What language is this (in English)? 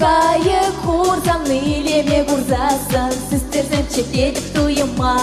Chuvash